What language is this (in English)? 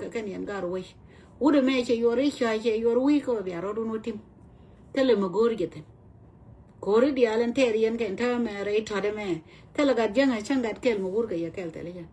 Nuer